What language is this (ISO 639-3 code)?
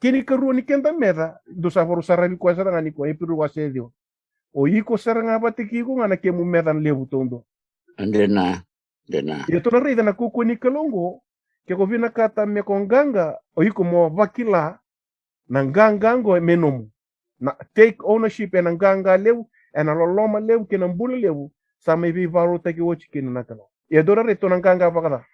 fij